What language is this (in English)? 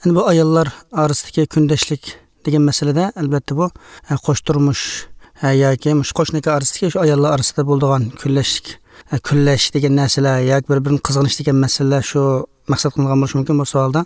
Uyghur